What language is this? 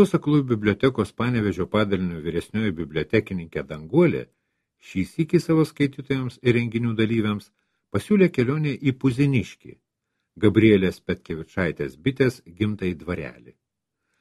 Lithuanian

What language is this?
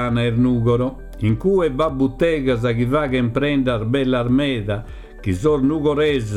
Sardinian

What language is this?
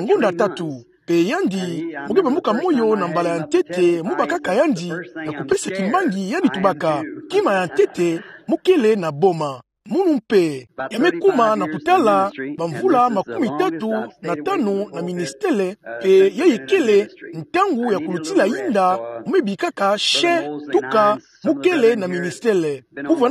Kituba (Democratic Republic of Congo)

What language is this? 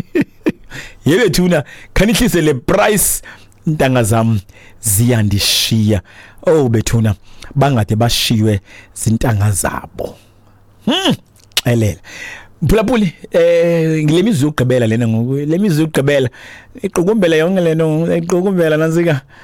Xhosa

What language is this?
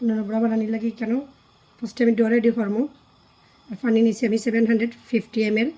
Sylheti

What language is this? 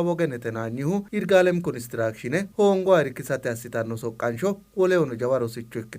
Sidamo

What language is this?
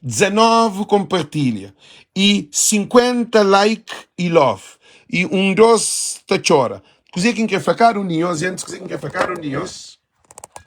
Kabuverdianu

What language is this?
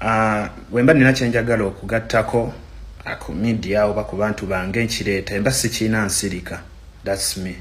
Ganda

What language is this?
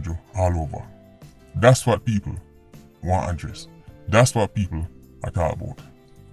Jamaican Creole English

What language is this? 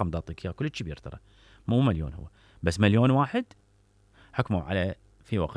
Mesopotamian Arabic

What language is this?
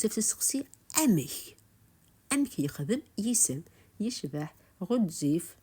Kabyle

